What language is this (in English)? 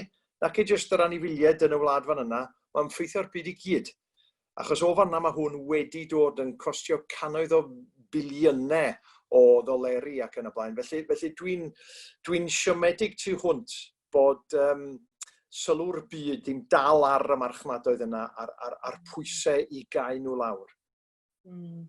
Welsh